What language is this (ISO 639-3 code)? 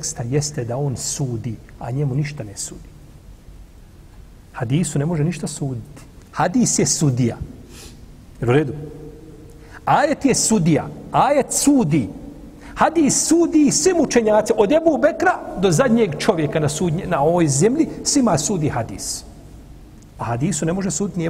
bos